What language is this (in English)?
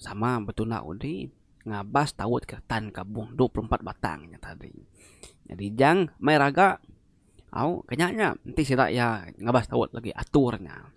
Iban